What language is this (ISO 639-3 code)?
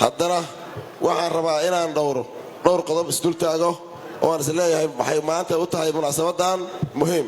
som